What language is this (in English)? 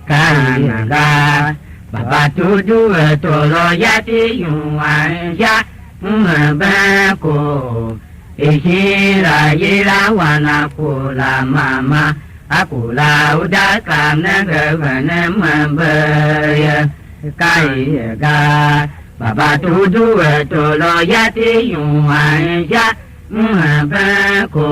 Tiv